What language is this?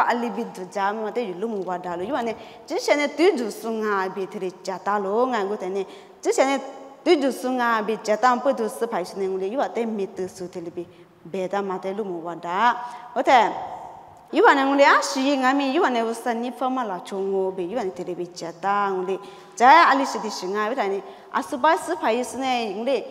Lisu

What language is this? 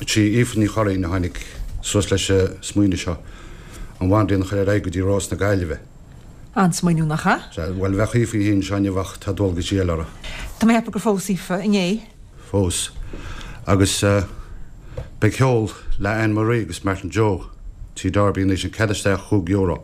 Irish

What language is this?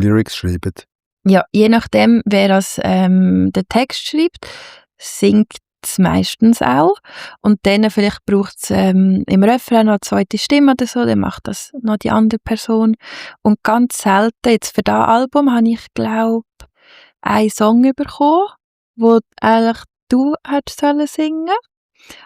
Swiss German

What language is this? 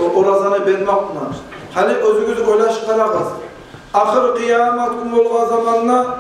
Kumyk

